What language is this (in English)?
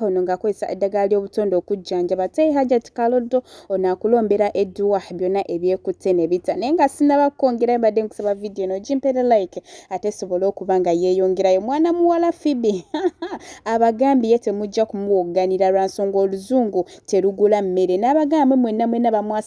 Ganda